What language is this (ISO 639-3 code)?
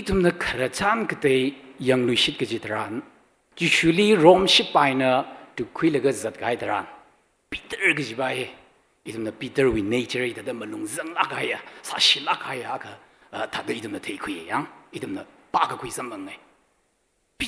nmf